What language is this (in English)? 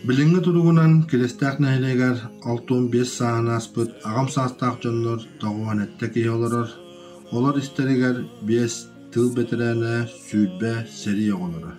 Yakut